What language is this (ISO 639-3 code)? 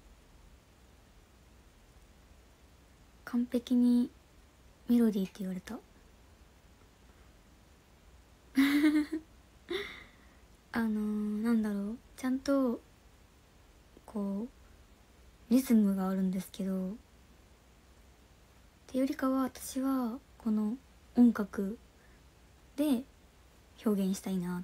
jpn